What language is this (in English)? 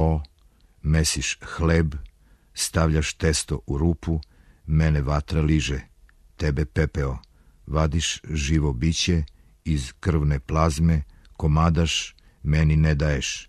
Serbian